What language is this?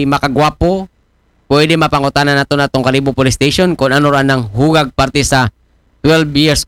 Aklanon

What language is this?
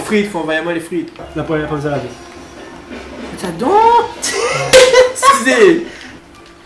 French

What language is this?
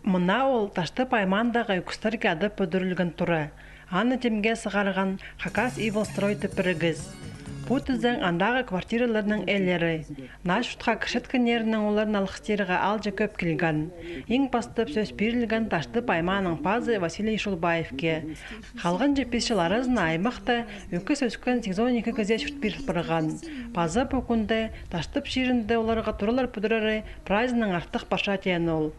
Khakas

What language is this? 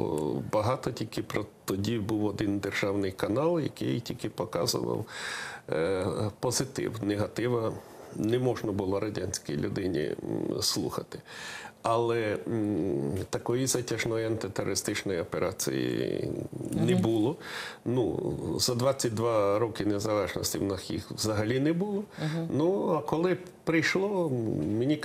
Ukrainian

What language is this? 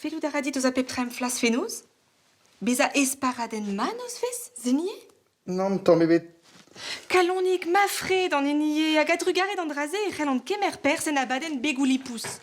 Breton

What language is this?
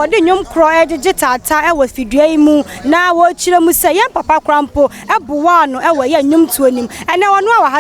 Akan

